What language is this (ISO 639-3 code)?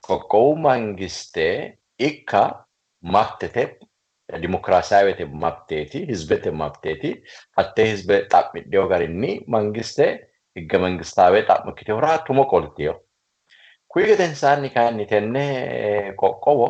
sid